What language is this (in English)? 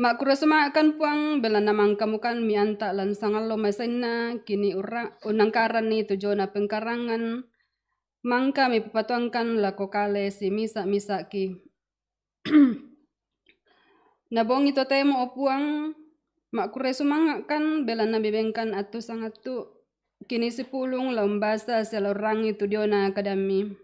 Toraja-Sa'dan